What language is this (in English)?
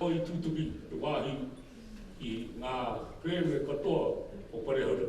Māori